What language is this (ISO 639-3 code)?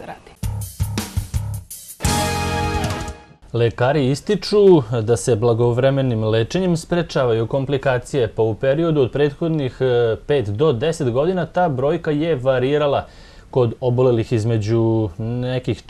srp